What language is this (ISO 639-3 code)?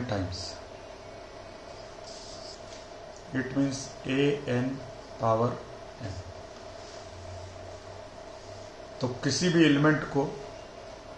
hin